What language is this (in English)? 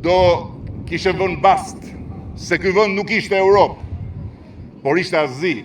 Albanian